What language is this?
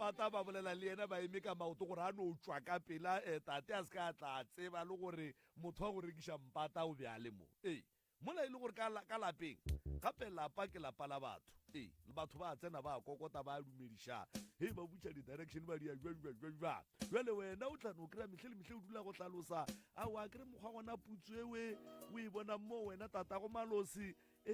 Northern Sotho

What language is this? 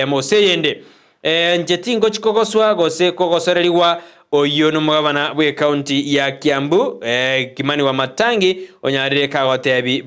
Gusii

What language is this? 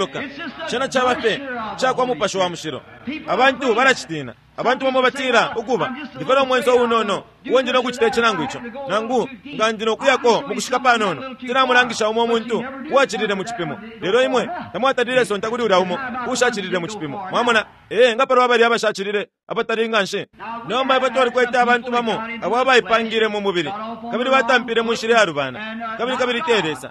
Bemba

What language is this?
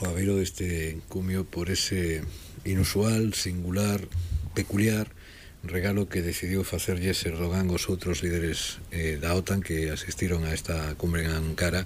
Galician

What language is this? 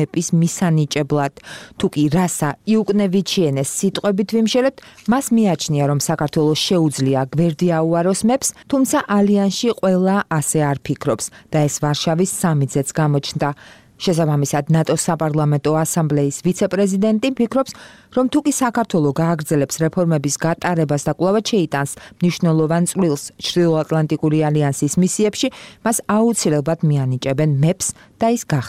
Georgian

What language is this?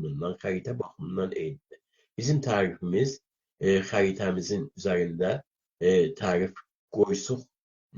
South Azerbaijani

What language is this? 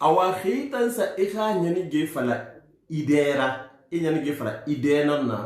Susu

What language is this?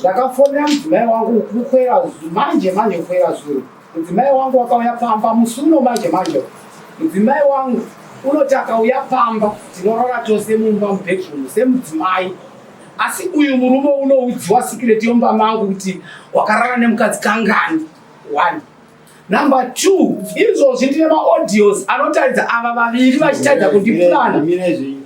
Shona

